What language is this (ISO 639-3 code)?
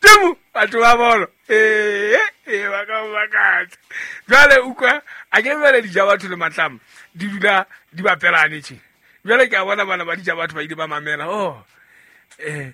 sot